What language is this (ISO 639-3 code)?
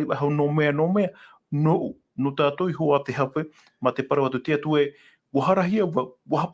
tah